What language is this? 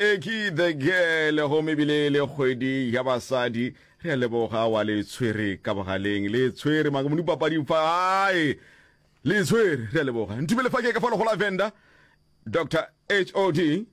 Northern Sotho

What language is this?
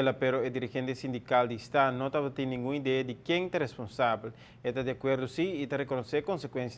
Papiamento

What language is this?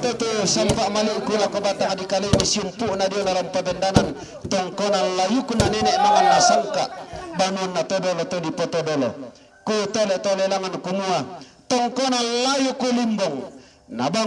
Toraja-Sa'dan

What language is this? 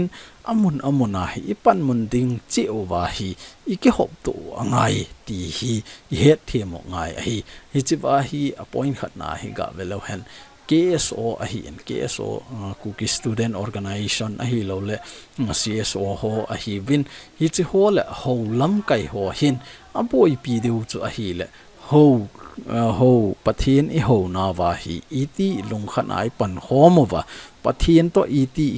Thado Chin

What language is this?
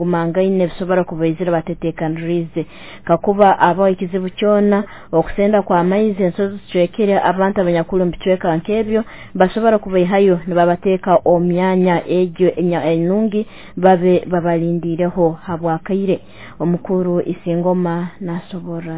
Nyoro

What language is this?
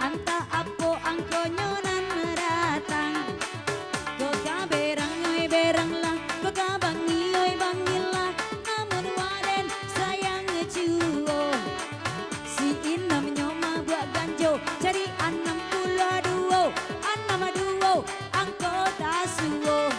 Minangkabau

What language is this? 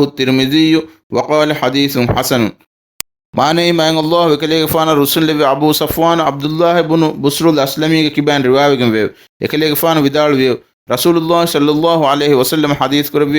Divehi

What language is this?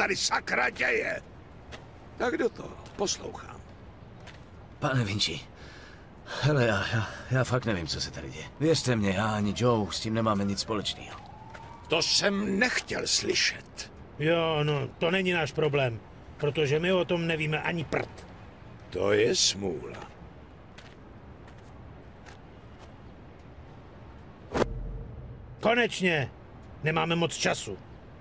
Czech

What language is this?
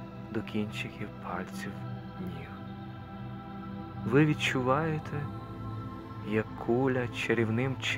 Ukrainian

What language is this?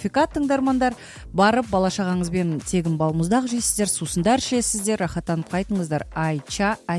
Kazakh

